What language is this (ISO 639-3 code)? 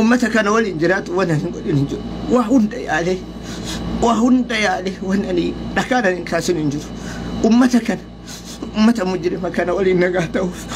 orm